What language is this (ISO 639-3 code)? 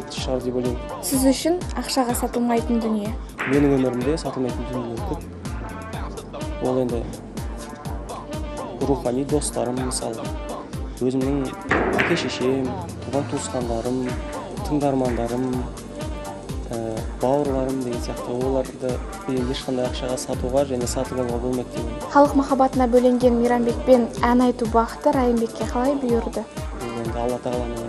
kaz